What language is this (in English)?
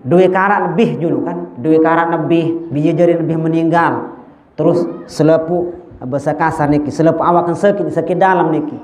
Sasak